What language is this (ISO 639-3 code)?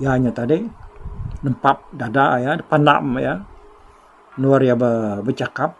iba